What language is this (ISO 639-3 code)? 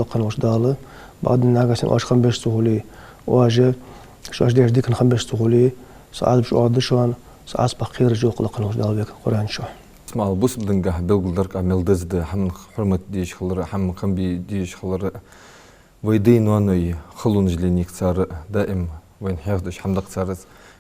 inh